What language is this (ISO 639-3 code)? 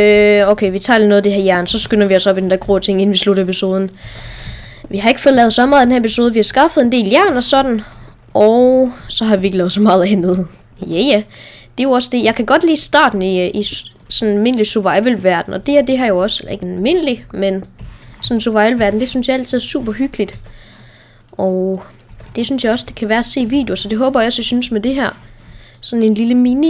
dan